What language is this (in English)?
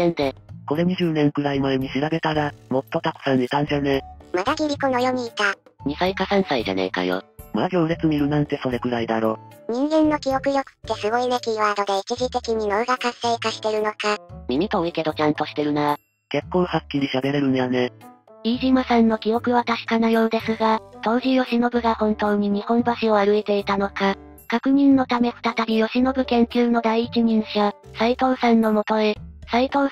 Japanese